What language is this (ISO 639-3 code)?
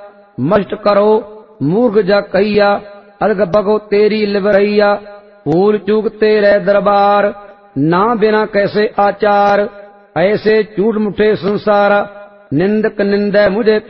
pan